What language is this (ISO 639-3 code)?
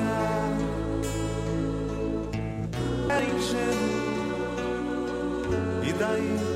por